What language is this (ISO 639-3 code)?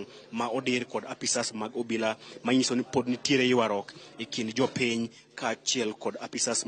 luo